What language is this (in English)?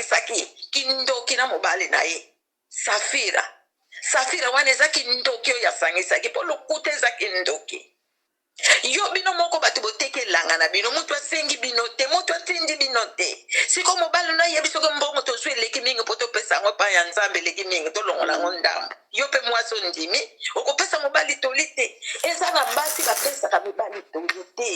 Lingala